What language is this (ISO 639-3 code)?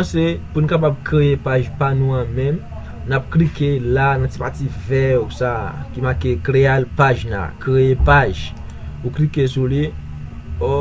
hat